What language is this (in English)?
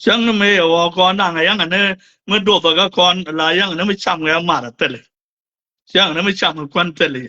Nuer